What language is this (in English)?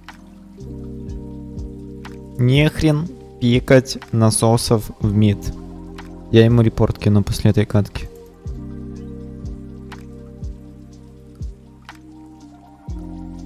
Russian